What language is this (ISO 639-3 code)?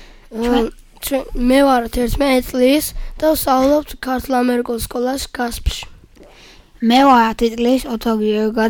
kat